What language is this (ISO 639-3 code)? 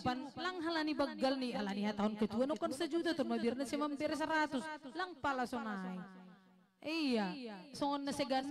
bts